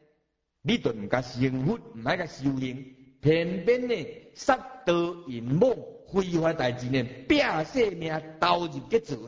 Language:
Min Nan Chinese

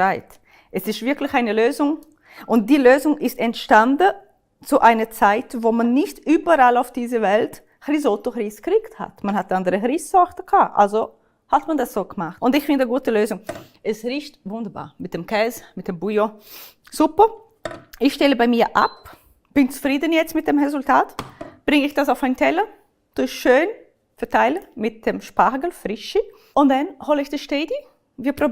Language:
Swiss German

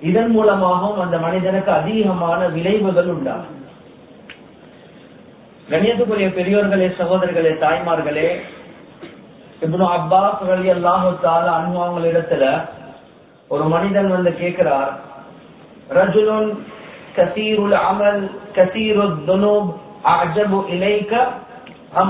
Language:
Tamil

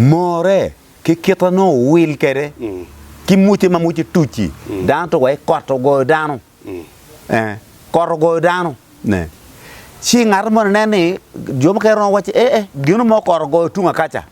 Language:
Acoli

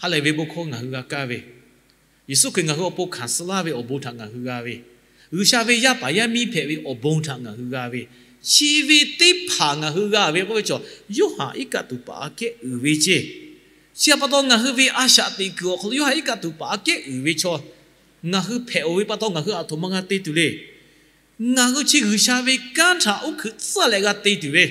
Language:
Lahu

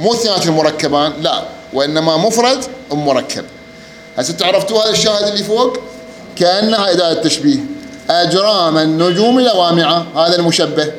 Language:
Mesopotamian Arabic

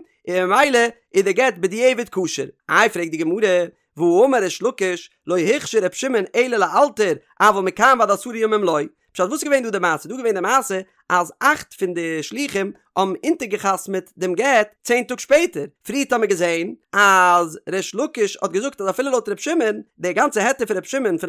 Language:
Yiddish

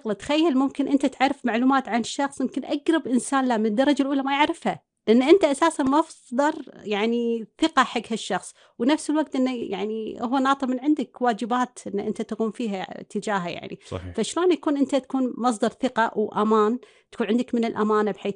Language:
Gulf Arabic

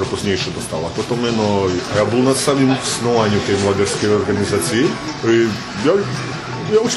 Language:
Rusyn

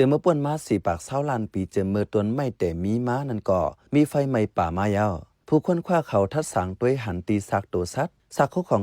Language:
Shan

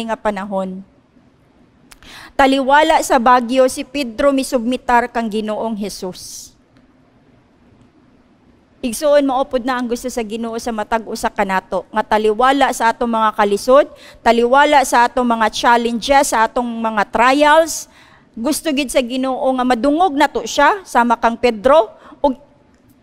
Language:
Cebuano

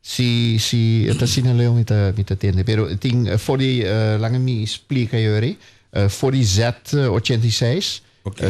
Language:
Papiamento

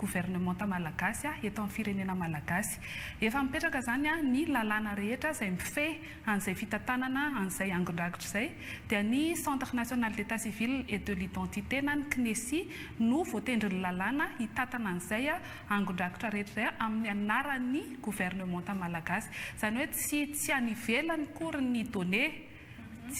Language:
Malagasy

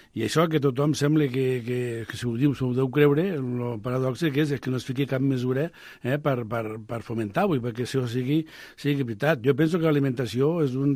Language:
Catalan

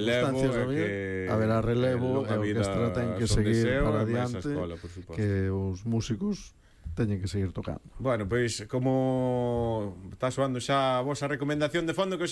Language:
Galician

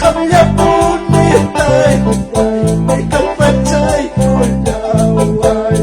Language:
Quechua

